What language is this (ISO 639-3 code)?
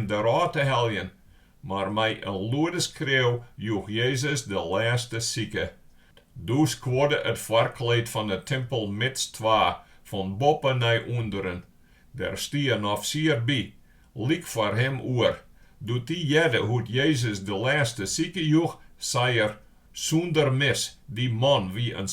fry